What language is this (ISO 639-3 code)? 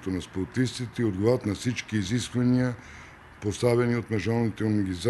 bul